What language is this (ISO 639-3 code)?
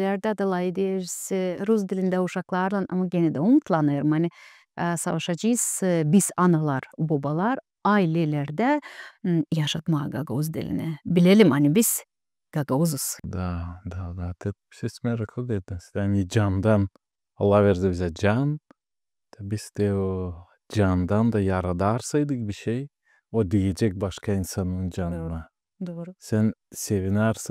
gag